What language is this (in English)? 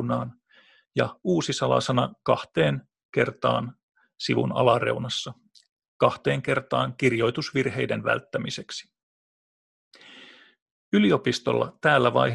Finnish